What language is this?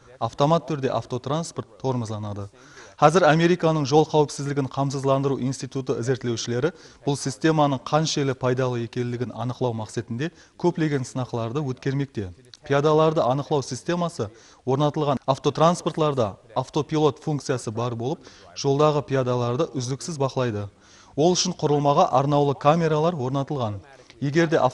Kara-Kalpak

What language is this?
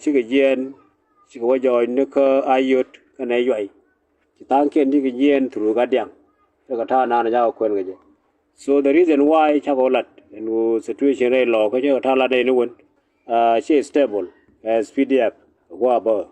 Nuer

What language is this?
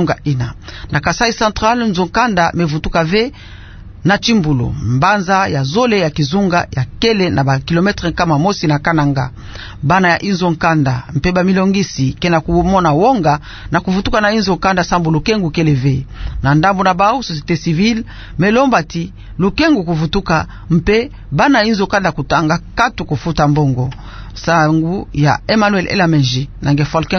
Kituba (Democratic Republic of Congo)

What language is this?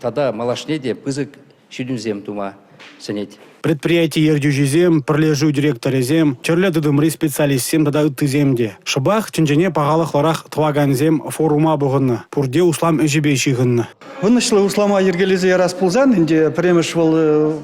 Chuvash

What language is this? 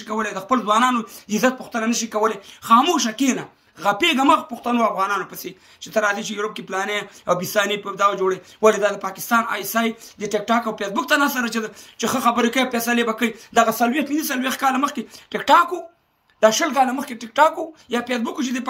Pashto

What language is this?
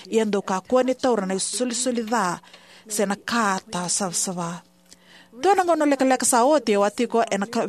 Fijian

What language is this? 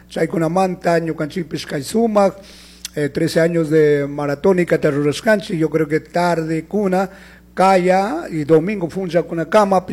Chimborazo Highland Quichua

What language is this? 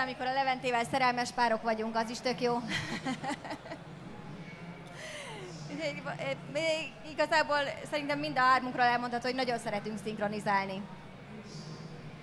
Hungarian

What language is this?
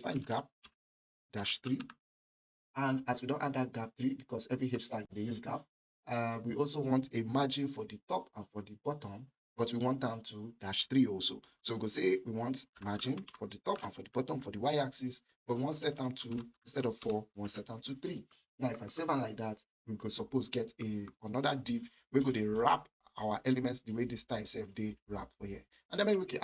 Nigerian Pidgin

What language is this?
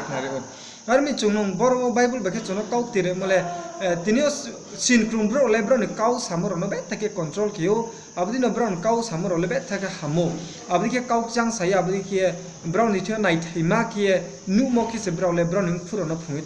Riang (India)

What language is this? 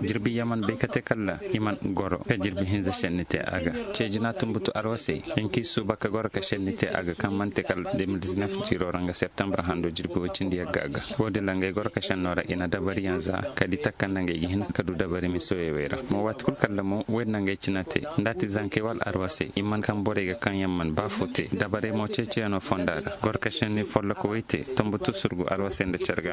Koyraboro Senni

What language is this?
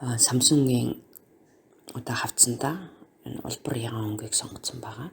Mongolian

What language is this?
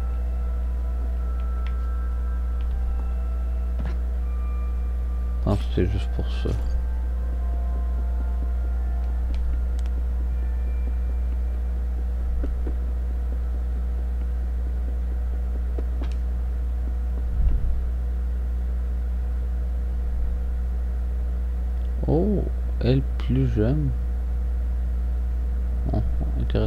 French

